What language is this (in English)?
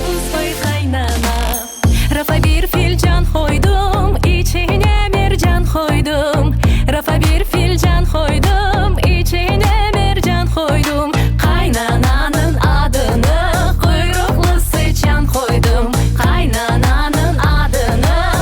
Crimean Tatar